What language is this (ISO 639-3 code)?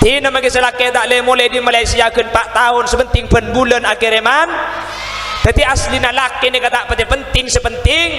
mad